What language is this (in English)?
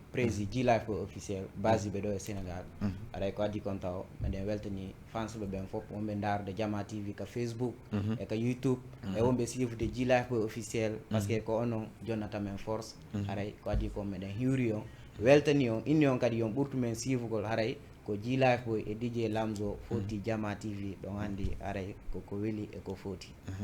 Fula